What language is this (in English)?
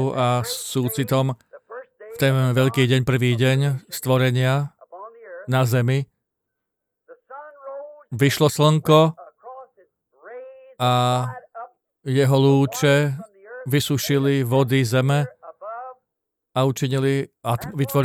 Slovak